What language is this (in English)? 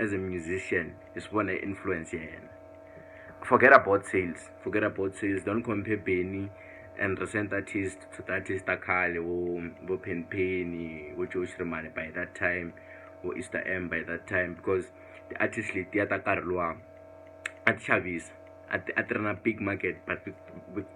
Tsonga